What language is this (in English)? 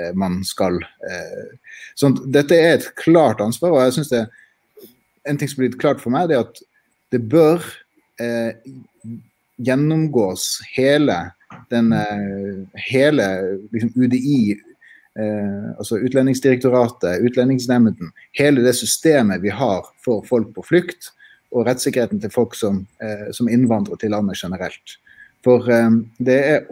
Norwegian